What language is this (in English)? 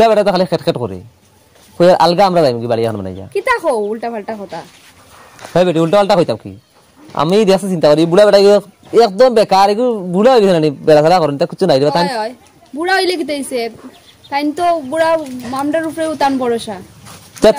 Sylheti